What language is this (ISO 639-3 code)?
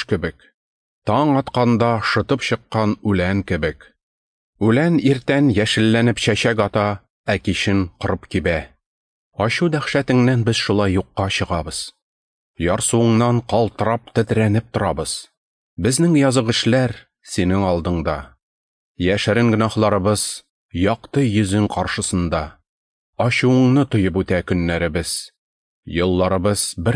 tat